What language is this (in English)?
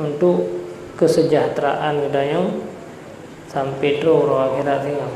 Achinese